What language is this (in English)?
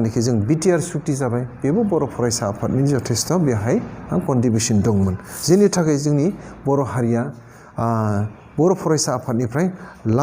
Bodo